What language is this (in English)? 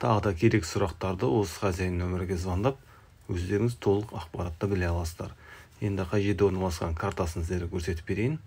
Kazakh